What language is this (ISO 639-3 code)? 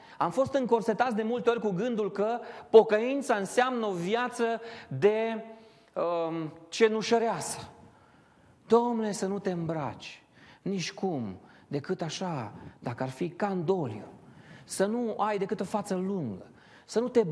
ron